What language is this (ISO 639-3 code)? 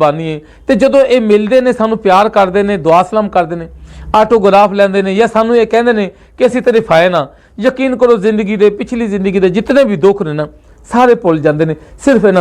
lah